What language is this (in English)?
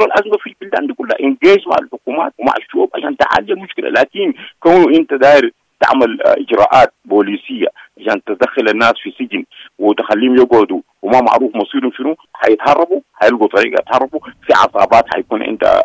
Sudanese Arabic